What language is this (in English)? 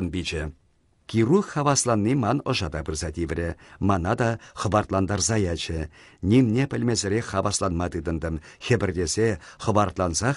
Chuvash